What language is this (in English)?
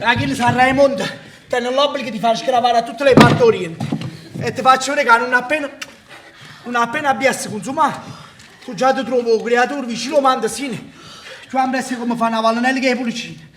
Neapolitan